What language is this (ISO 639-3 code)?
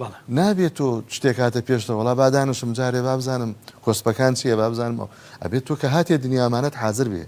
ckb